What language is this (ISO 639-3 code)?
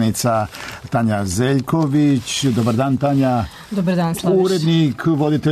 srp